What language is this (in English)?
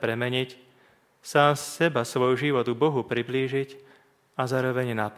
Slovak